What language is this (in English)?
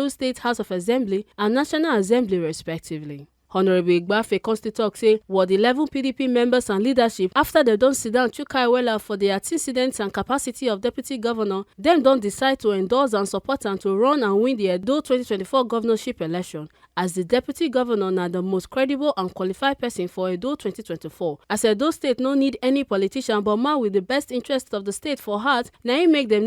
Nigerian Pidgin